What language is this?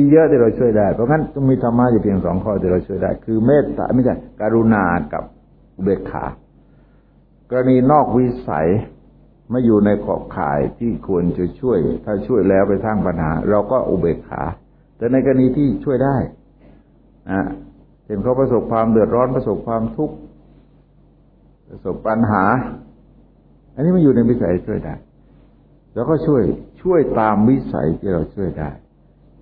Thai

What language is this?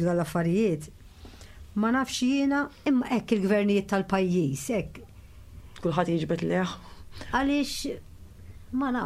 Maltese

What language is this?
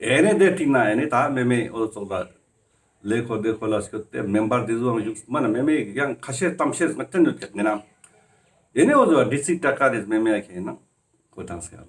Ladakhi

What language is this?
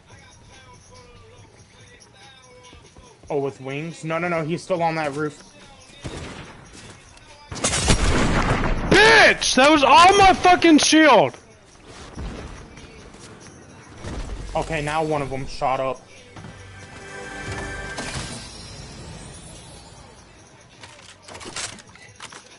English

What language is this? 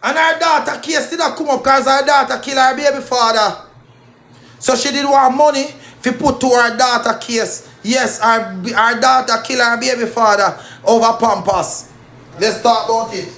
Jamaican Creole English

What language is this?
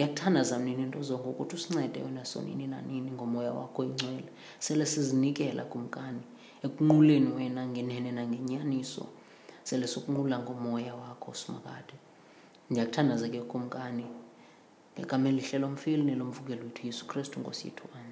Xhosa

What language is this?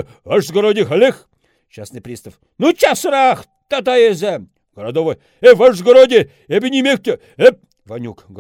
Chuvash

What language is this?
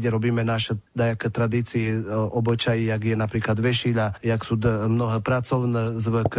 Rusyn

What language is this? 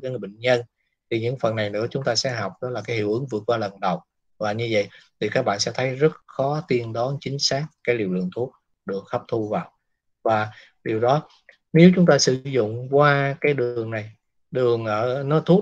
Vietnamese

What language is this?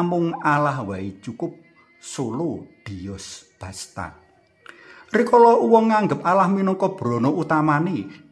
Javanese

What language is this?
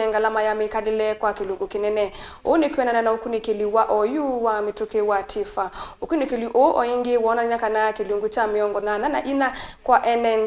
Kamba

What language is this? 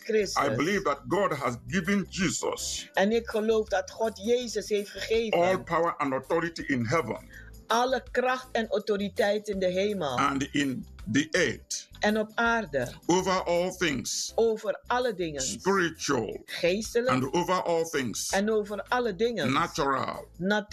Dutch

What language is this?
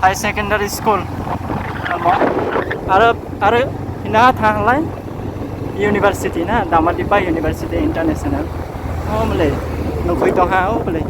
Kok Borok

